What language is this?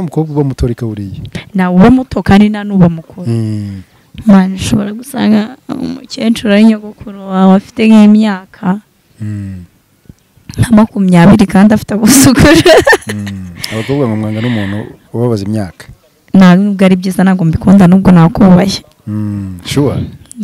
Kinyarwanda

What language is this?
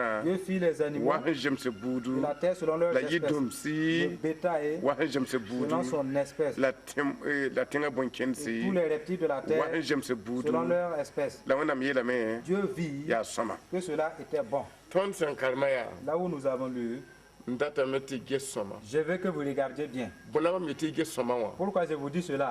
Mossi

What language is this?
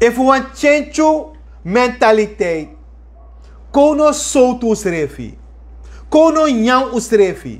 Sranan Tongo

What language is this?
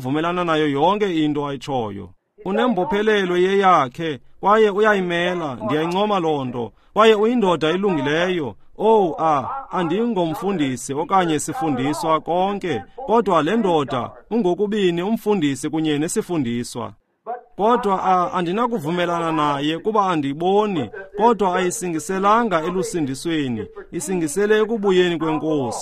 Xhosa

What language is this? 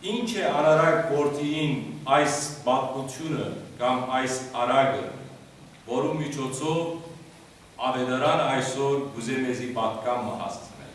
Western Armenian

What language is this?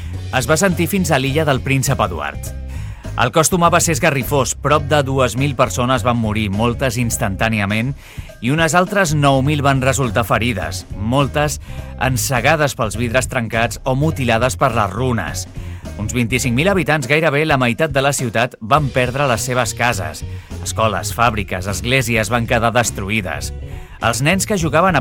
Catalan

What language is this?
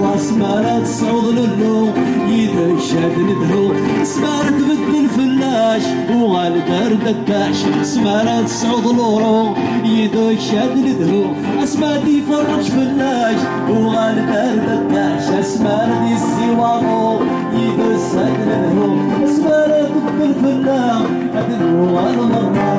Kabyle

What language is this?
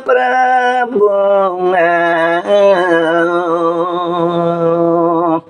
Balinese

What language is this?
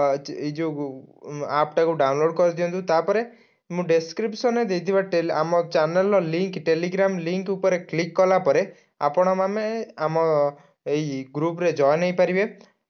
Odia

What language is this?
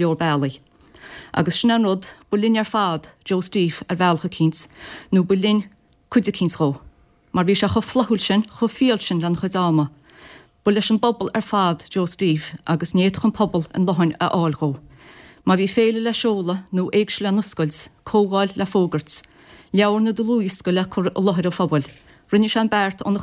Irish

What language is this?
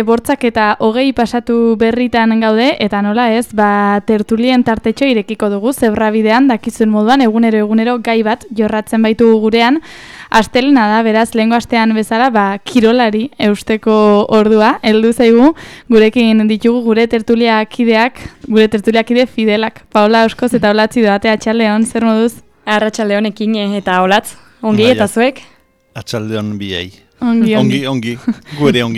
Basque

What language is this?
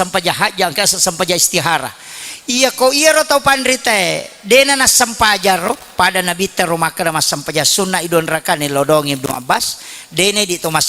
Buginese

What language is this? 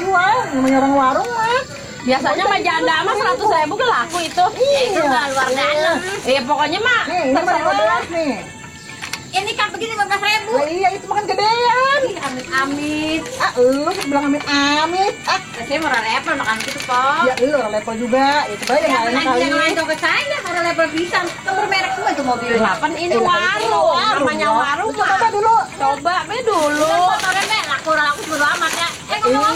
Betawi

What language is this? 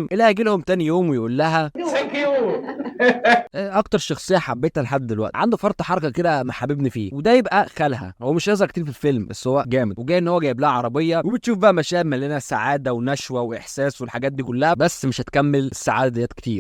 Egyptian Arabic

